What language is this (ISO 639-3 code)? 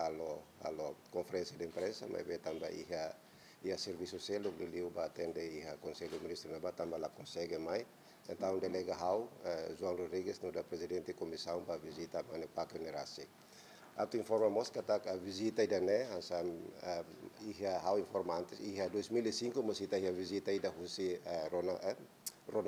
tet